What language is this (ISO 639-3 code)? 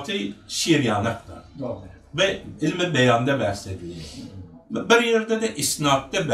tuk